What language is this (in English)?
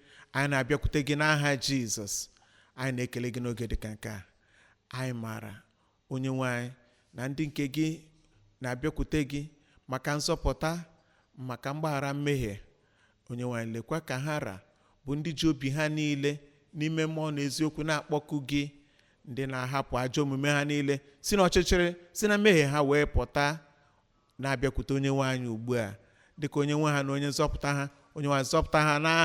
Igbo